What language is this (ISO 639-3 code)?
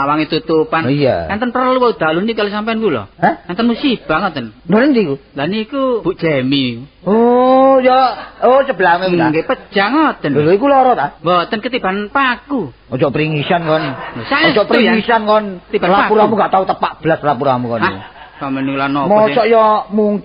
jav